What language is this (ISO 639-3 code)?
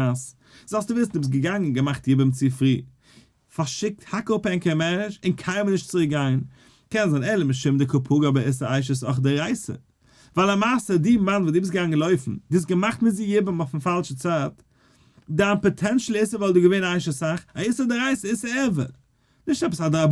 yid